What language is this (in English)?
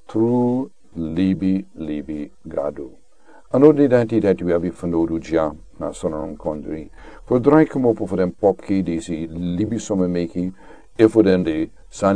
Sranan Tongo